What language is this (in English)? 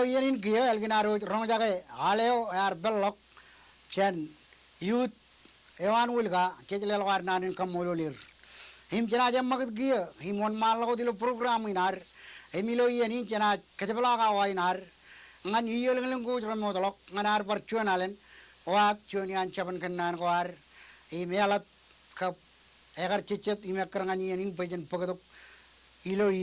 Marshallese